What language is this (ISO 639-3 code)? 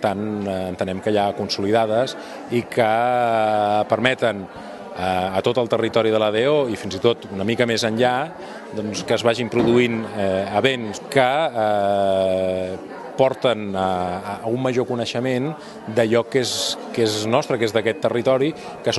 cat